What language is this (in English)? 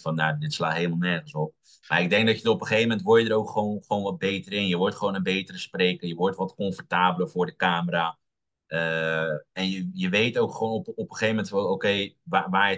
Dutch